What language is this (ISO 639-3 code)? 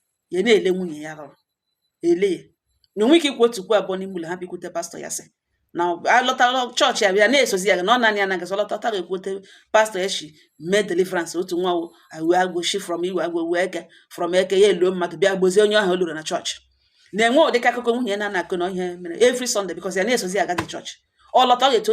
ibo